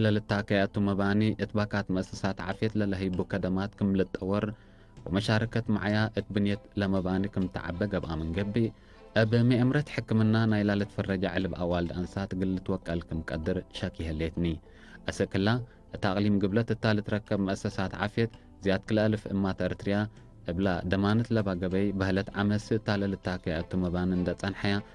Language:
Tigre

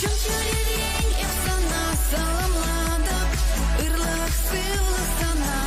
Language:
Chuvash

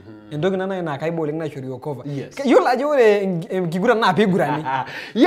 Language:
Masai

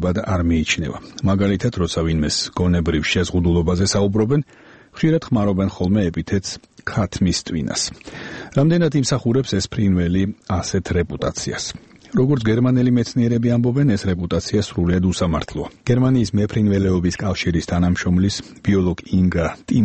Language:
Georgian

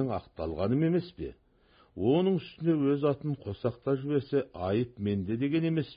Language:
Kazakh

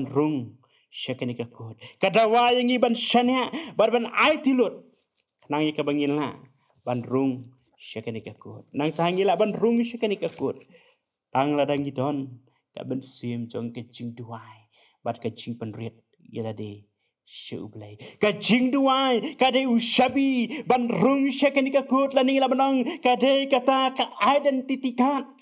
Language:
Khasi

